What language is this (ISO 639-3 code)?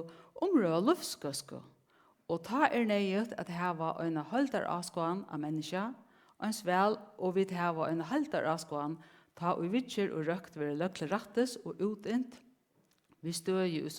fao